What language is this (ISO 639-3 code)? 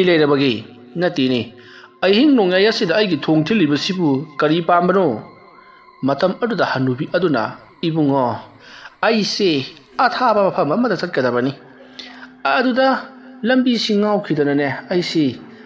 mni